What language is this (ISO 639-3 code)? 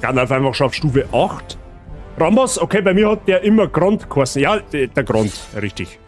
bar